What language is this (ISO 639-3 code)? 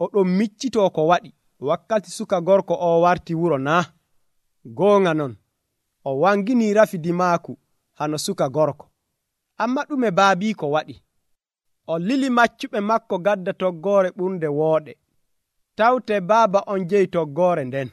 fuv